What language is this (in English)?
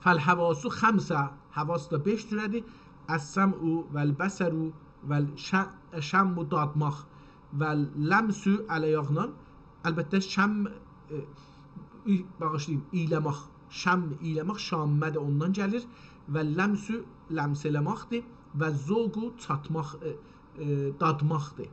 South Azerbaijani